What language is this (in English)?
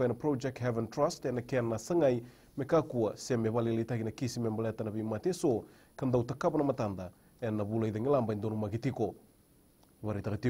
Fijian